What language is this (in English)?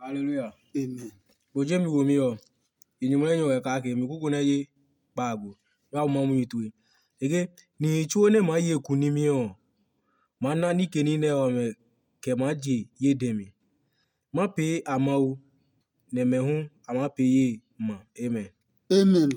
Adangme